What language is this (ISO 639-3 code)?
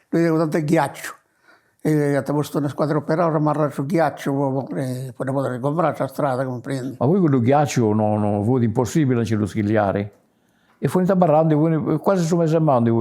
srd